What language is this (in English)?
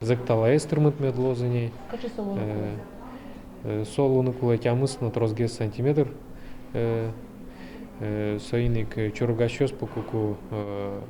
Udmurt